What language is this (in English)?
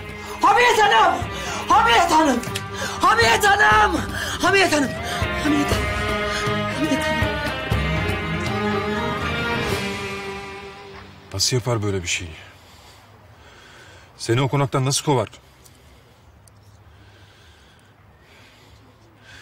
Turkish